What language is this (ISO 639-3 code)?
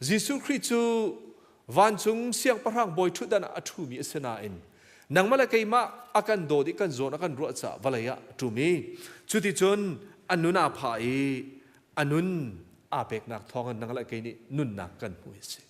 cnh